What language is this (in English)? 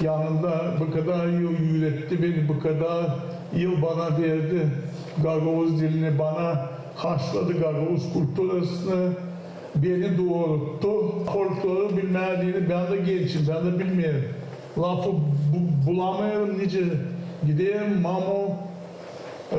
Gagauz